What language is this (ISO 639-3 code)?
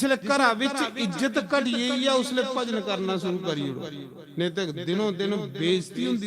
doi